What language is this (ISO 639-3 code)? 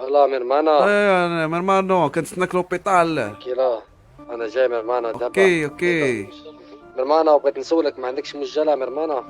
ary